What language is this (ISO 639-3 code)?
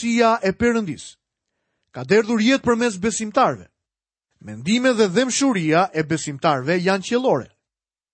sqi